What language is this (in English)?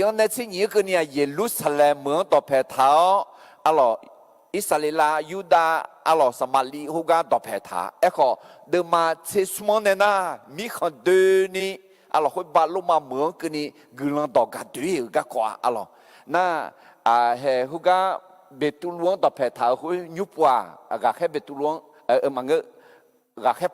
Akha